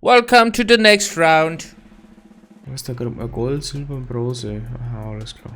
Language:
Bavarian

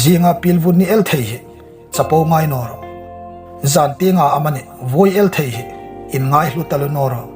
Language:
Hmar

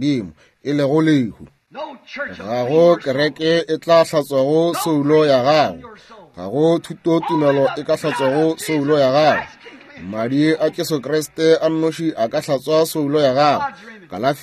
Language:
Northern Sotho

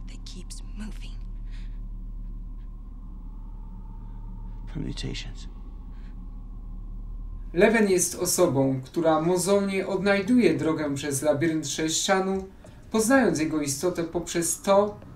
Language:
Polish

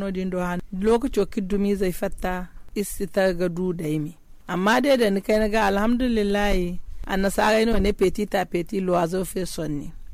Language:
Zarma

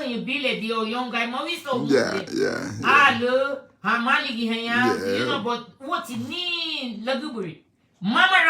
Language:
Garifuna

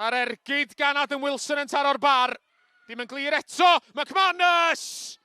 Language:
Welsh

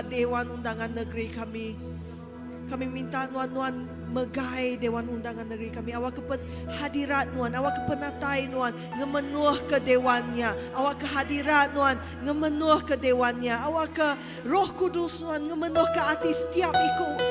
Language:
Iban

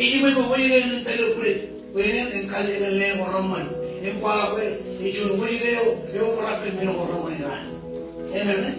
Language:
Marshallese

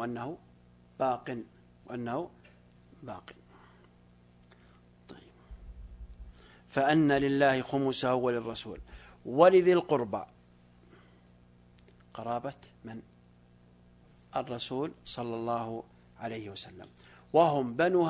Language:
Arabic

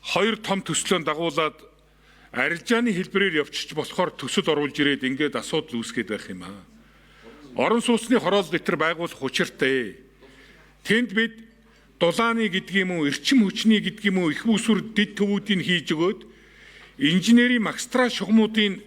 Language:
Mongolian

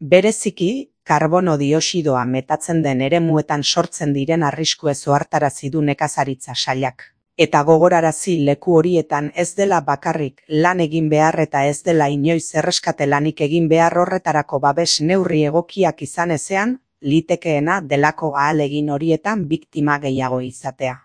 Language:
Basque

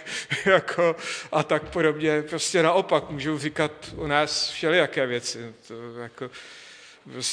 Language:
Czech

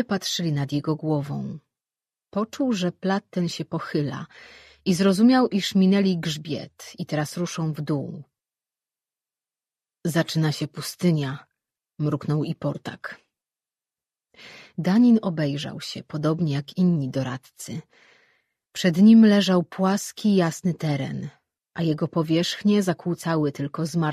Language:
Polish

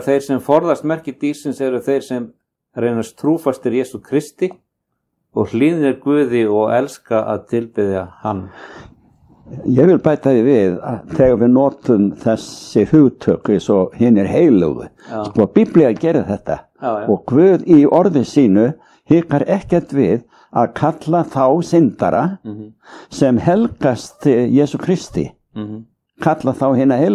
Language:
Icelandic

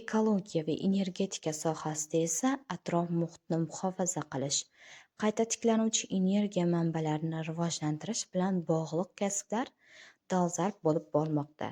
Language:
Uzbek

